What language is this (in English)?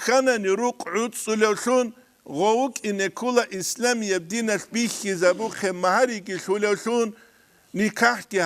Avaric